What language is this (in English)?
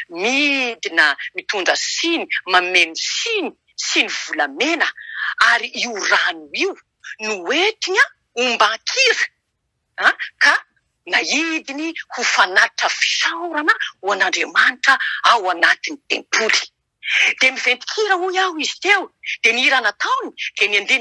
Malagasy